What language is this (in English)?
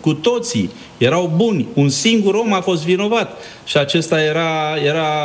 Romanian